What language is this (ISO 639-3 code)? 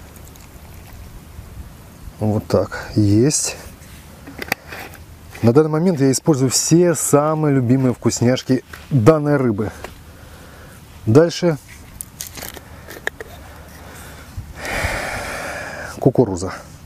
rus